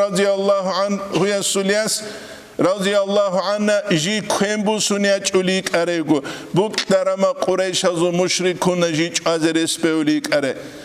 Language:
Avaric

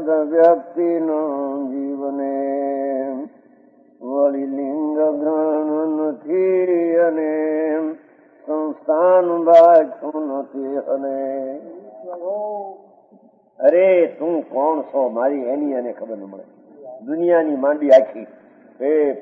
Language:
Gujarati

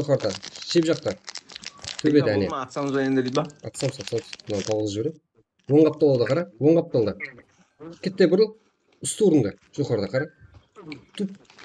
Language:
Kara-Kalpak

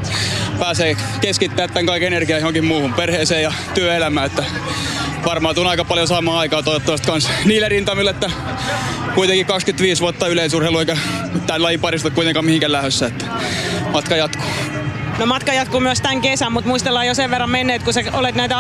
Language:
Finnish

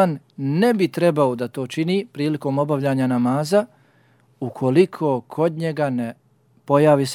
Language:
Bosnian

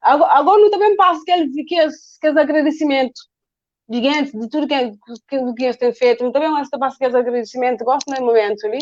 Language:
Kabuverdianu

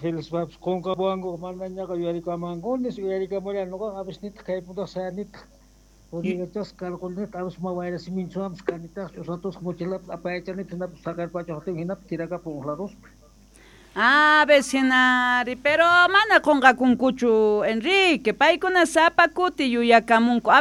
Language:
South Bolivian Quechua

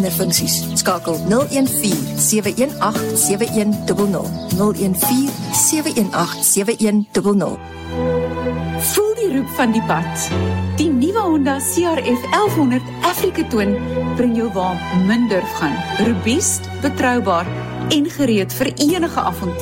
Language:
Afrikaans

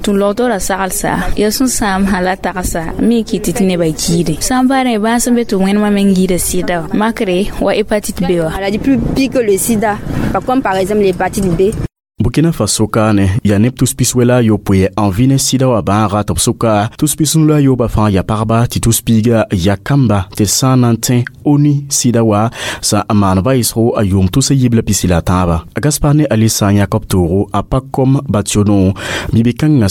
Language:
Mossi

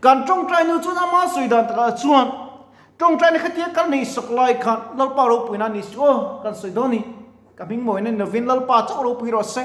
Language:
Mizo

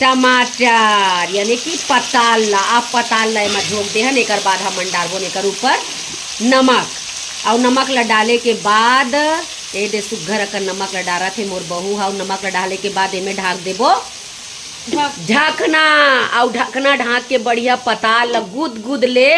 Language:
Chhattisgarhi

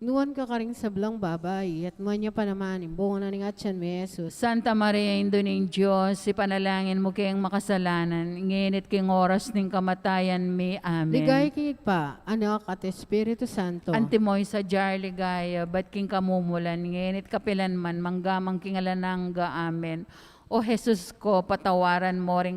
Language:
Pampanga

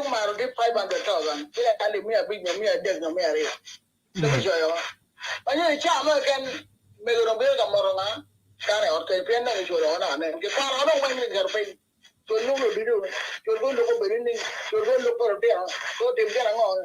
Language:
Acoli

